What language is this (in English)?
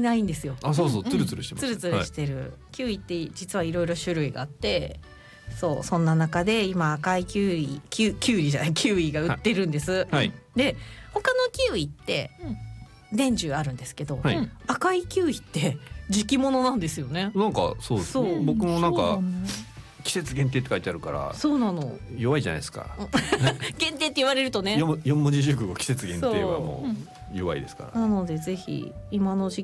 Japanese